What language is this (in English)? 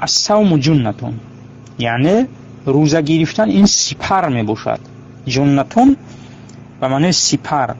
Tajik